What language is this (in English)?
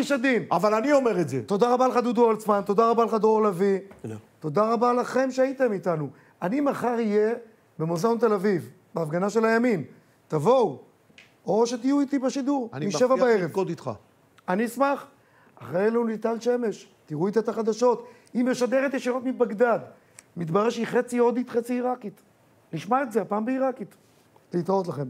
Hebrew